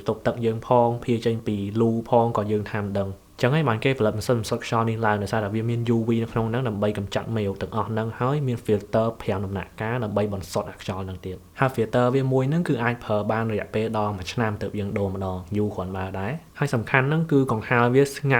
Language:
Khmer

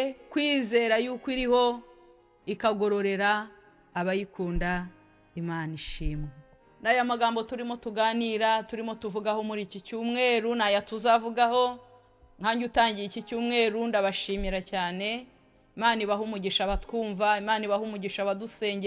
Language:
Kinyarwanda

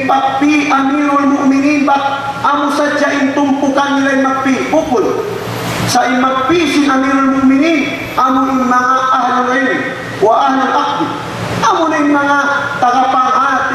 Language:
Tausug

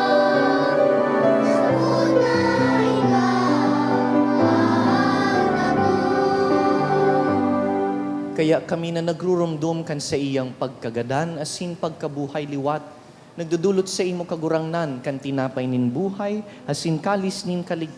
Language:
Bikol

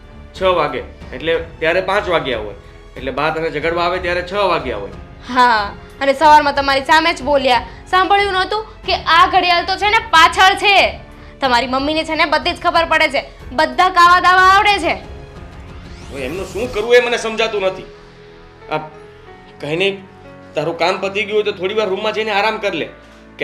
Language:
Gujarati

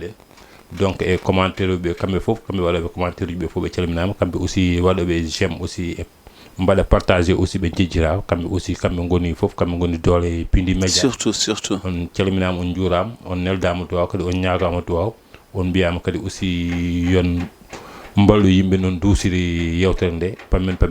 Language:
Fula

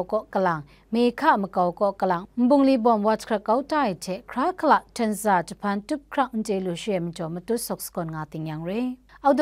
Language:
Kachin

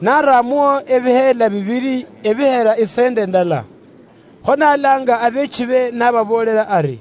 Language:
Luyia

